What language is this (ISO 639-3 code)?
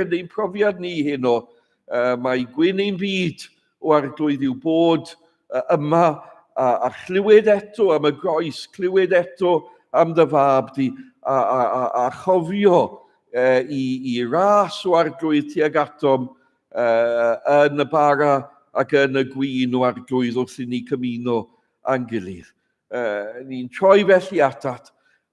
cym